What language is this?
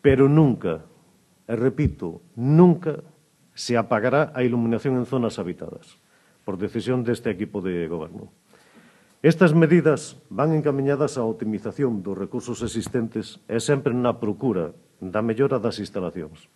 Galician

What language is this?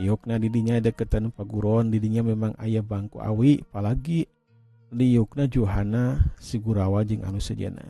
Sundanese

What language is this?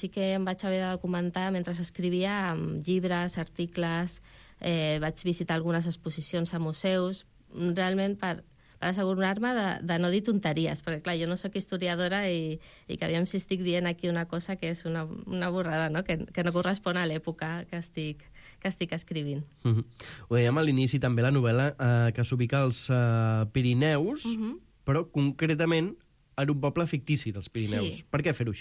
Catalan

